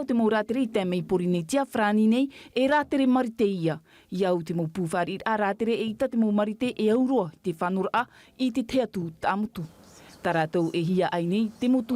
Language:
Tahitian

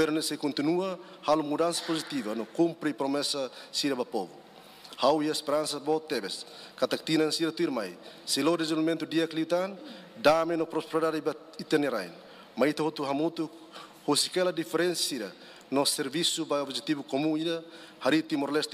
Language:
Tetum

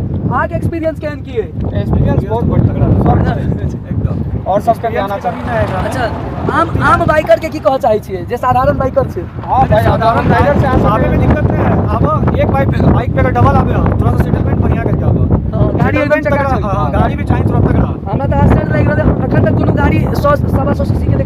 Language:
Maithili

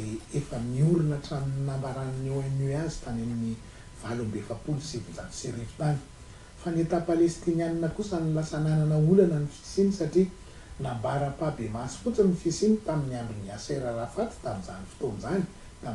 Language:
Malagasy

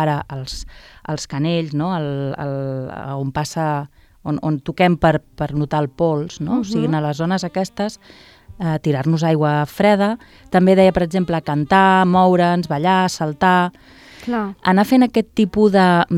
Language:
Catalan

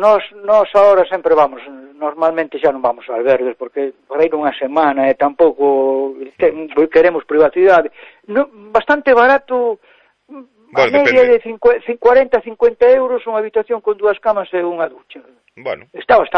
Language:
Galician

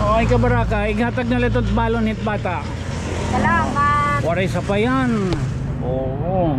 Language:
Waray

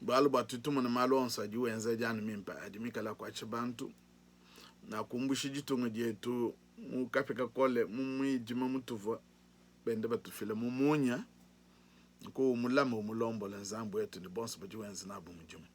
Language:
Luba-Lulua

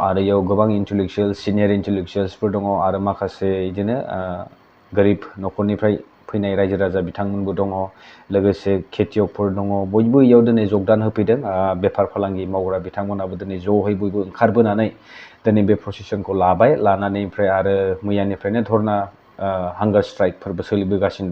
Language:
Bodo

